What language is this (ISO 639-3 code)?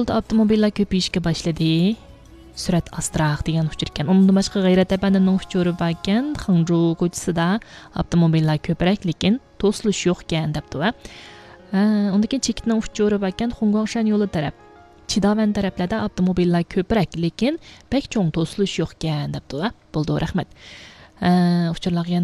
uig